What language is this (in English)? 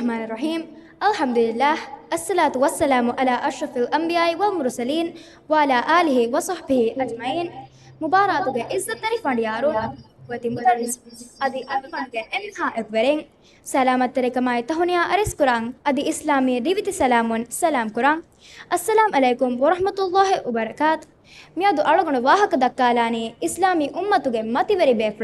Divehi